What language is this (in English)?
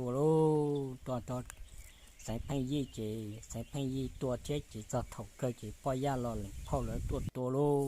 Hmong